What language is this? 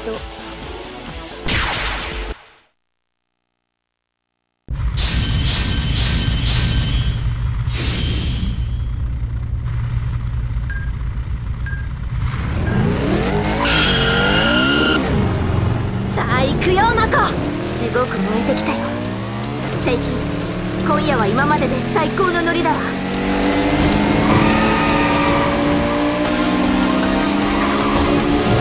Japanese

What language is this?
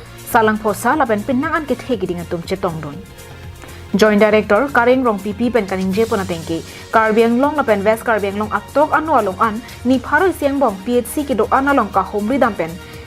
Karbi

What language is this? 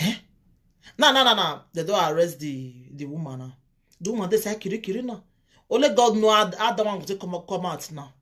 Nigerian Pidgin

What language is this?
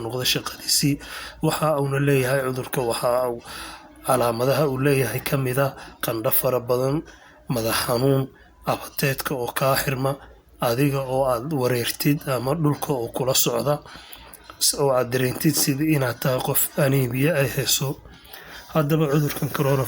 Somali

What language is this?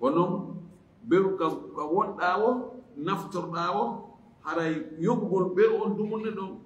Fula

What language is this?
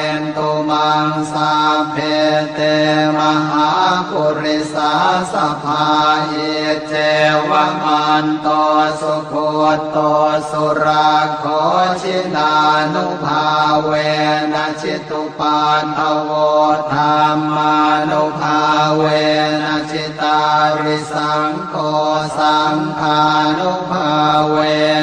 Pali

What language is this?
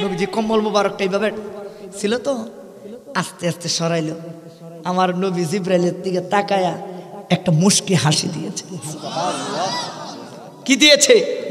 Bangla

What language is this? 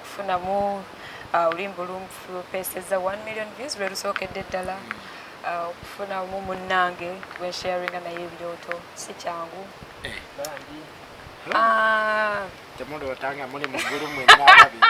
Ganda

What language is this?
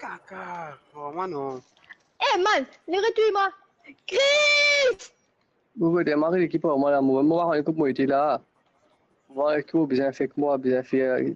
Morisyen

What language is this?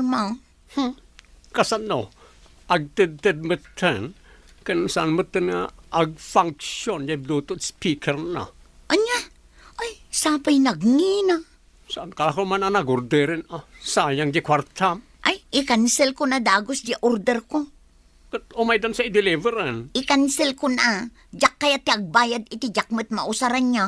Iloko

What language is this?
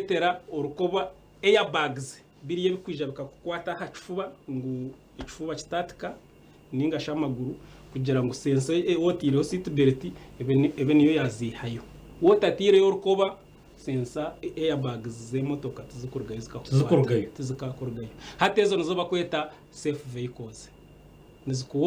Nyankole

